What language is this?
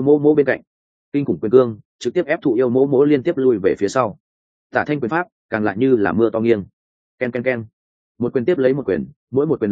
Vietnamese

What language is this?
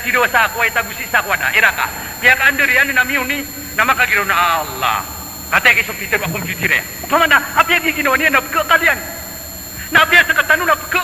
Maranao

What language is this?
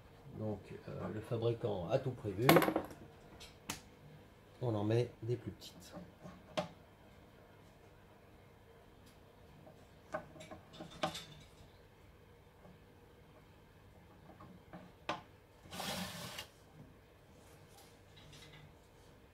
French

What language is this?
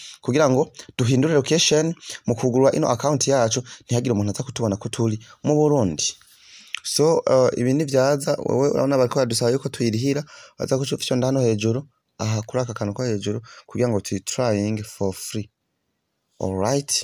Rundi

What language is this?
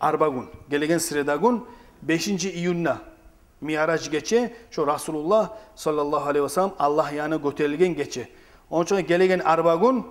Kumyk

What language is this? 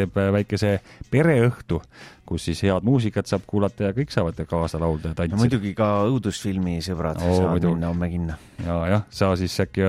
Estonian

